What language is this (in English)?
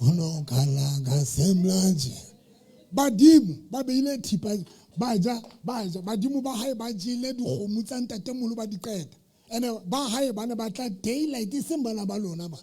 Southern Sotho